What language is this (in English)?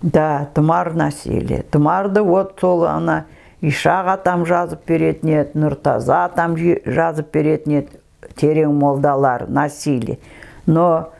Kazakh